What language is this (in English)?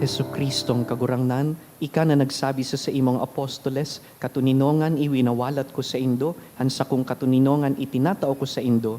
Bikol